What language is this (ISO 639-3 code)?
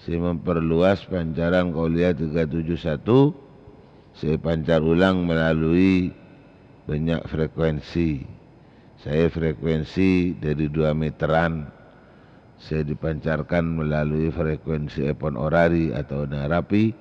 mad